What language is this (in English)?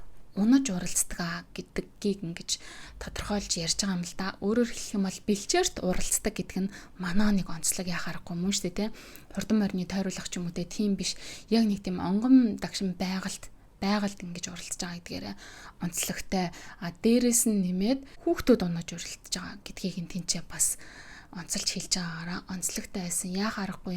Mongolian